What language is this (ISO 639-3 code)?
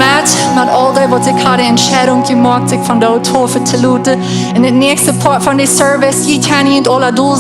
pdt